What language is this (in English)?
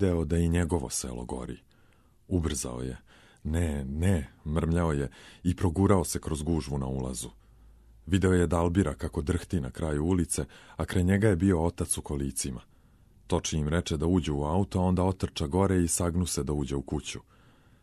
Serbian